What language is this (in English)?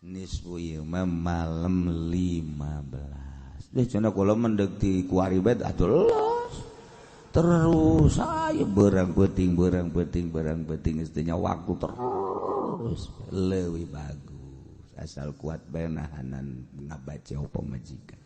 Sundanese